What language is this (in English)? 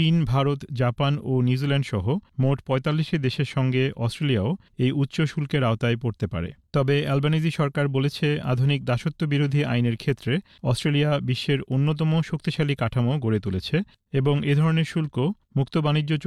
Bangla